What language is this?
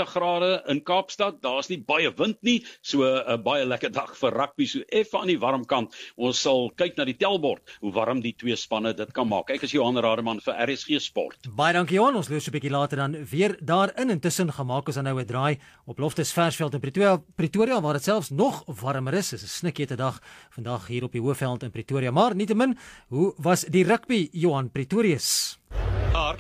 Afrikaans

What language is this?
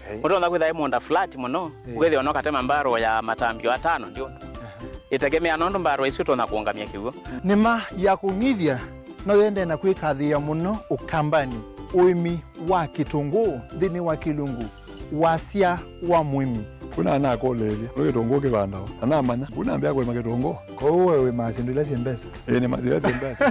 Kamba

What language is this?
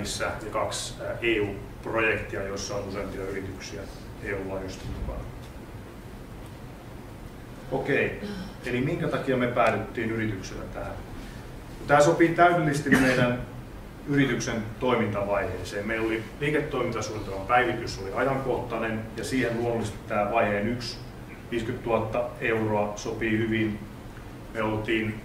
Finnish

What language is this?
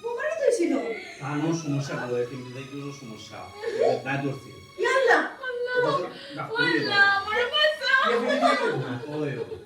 Sylheti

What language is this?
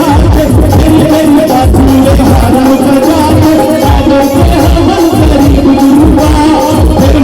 Chhattisgarhi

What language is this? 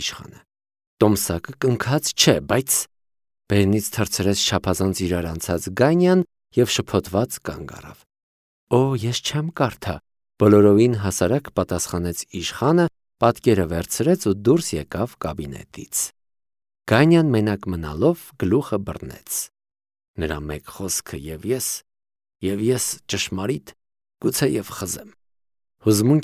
Armenian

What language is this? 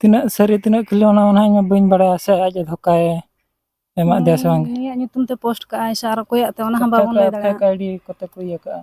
Santali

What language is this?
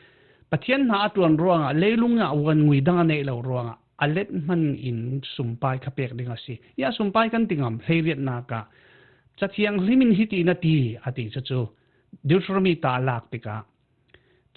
Falam Chin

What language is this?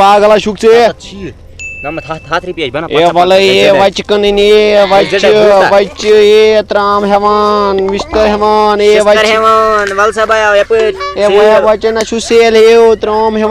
Kashmiri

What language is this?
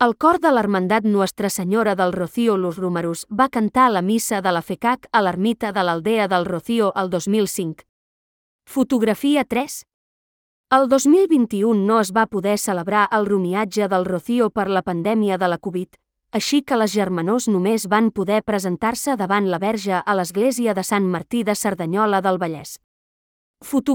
Catalan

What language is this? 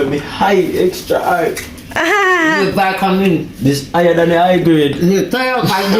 Jamaican Creole English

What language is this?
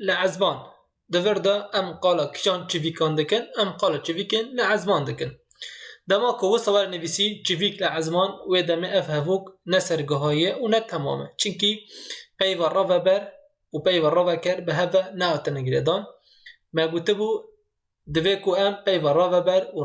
Kurdish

